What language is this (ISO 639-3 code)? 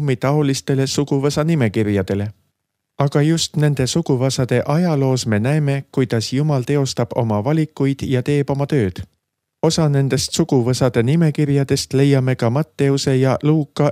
est